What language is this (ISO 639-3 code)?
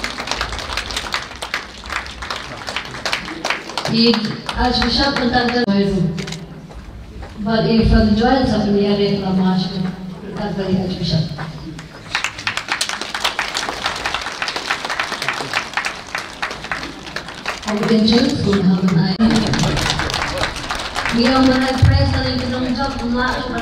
kha